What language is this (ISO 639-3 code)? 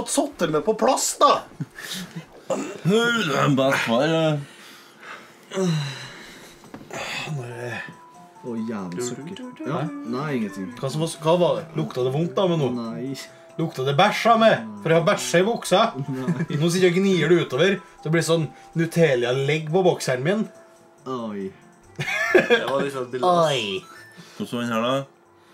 nor